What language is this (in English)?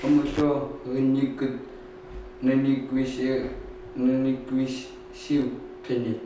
Chukot